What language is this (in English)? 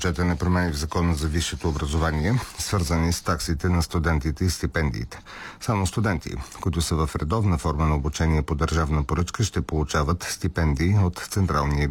Bulgarian